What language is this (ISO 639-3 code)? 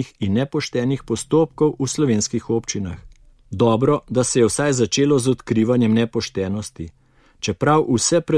slv